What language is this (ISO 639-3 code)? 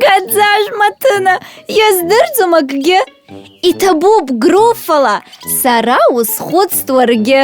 abk